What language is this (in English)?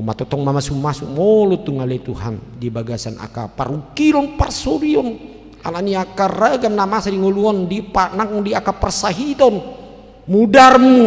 Batak Toba